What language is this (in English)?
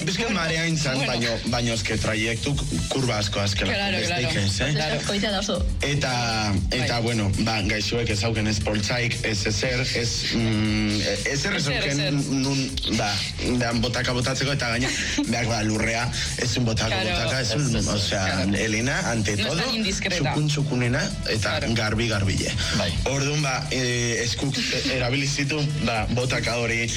Basque